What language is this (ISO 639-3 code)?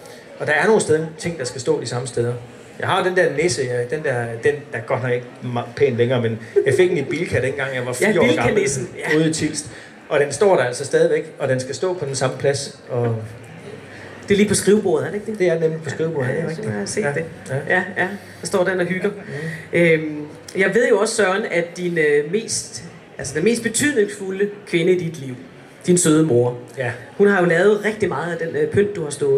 dan